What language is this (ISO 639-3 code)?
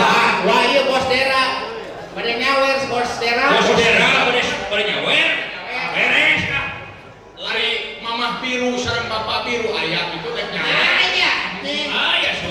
sun